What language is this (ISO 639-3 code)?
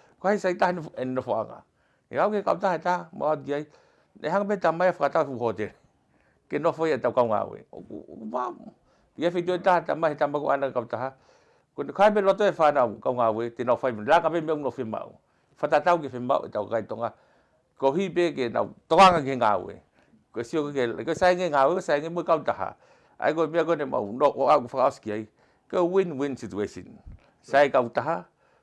ton